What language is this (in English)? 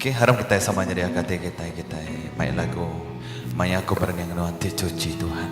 Iban